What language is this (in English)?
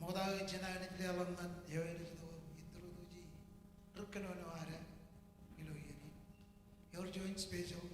Marshallese